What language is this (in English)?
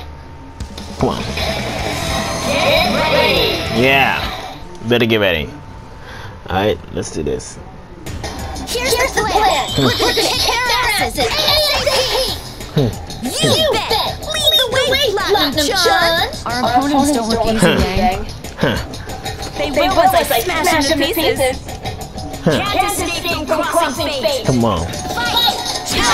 English